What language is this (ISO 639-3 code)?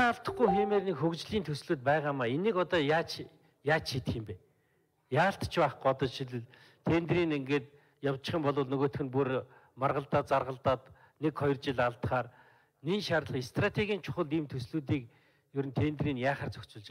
mon